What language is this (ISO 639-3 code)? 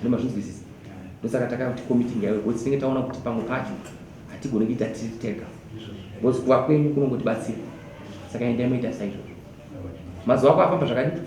sna